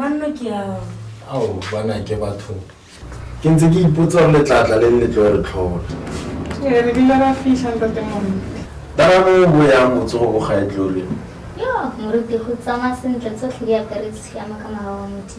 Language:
Tswana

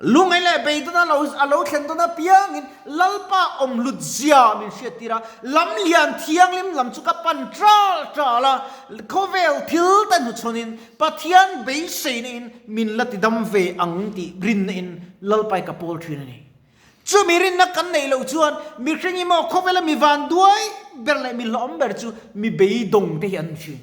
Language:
Mizo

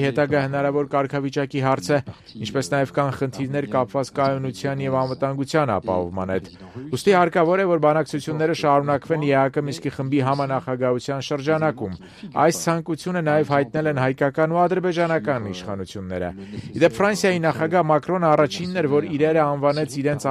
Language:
Armenian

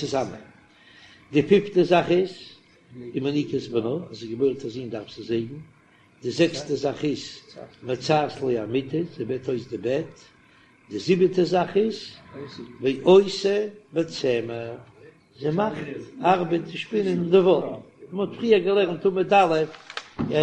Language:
Yiddish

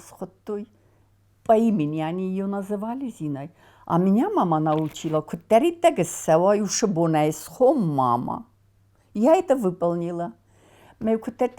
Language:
Ossetic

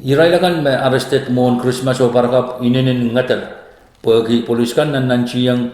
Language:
Pohnpeian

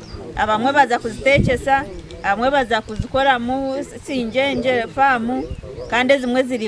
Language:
Nyankole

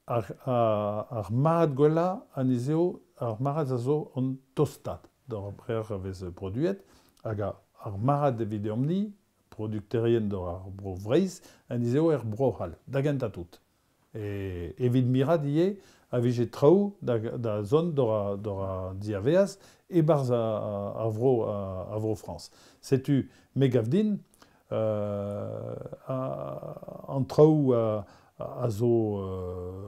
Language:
Breton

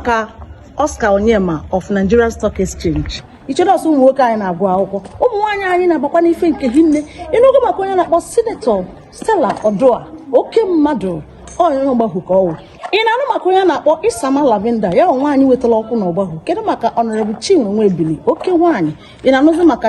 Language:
Igbo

